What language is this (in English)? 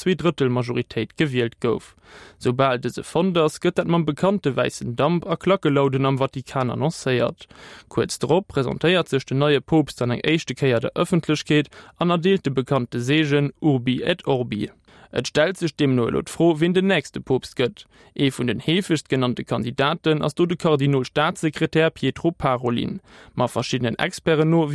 Luxembourgish